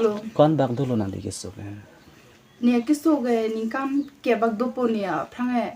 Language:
Karbi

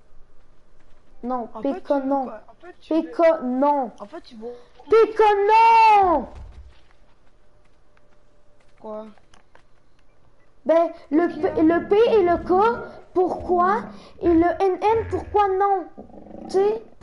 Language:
French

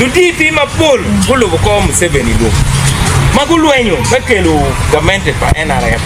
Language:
Acoli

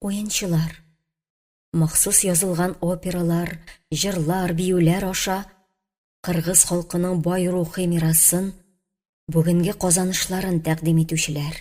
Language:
Tatar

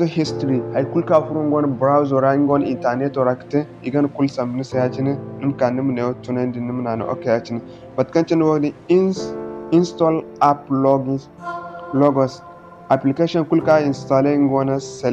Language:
Zarma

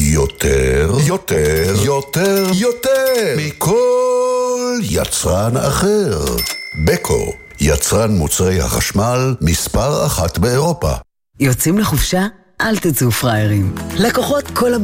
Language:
Hebrew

